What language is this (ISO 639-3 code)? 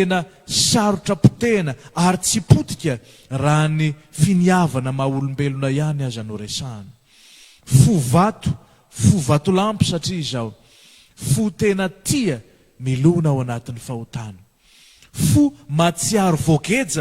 mlg